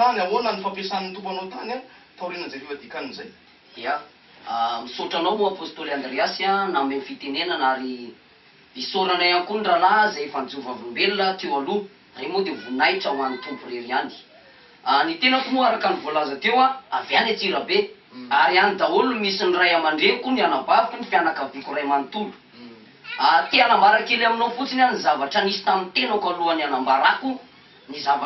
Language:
Malagasy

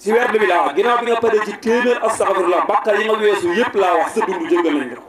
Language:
Wolof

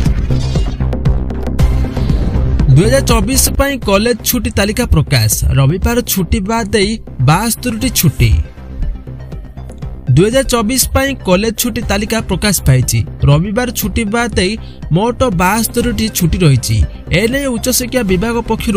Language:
Odia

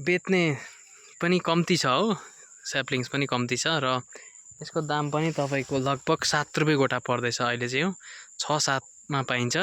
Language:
Nepali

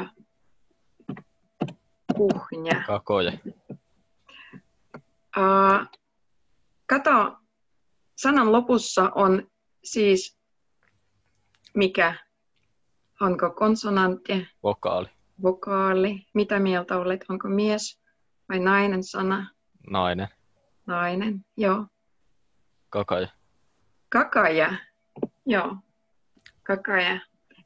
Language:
Finnish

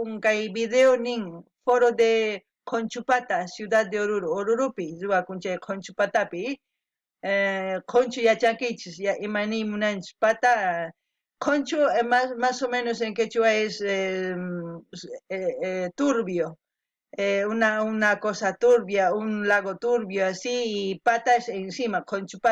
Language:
Quechua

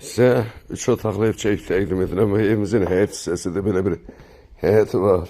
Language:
Azerbaijani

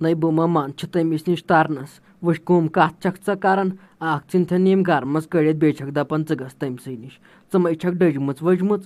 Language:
Kashmiri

